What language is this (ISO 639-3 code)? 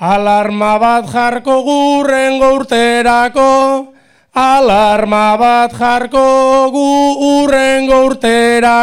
eus